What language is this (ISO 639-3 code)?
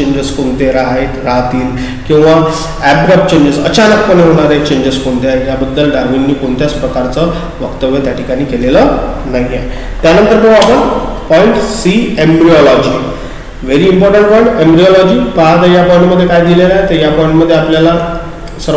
mar